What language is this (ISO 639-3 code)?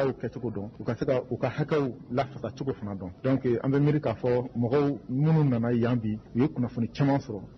bam